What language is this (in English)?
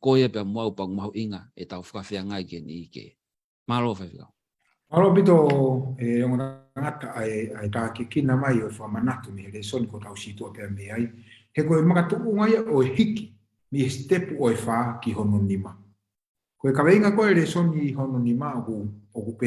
Tongan